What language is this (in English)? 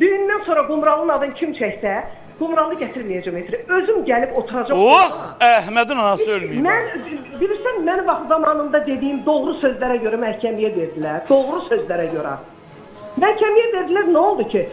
Azerbaijani